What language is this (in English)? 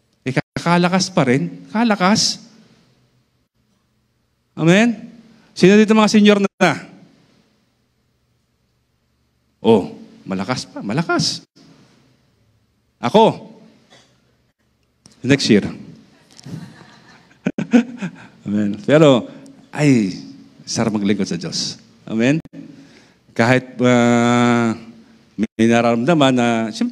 Filipino